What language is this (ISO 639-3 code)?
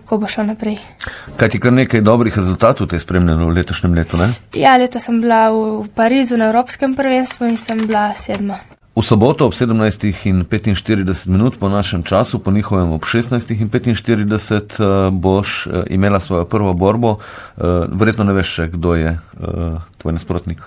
slv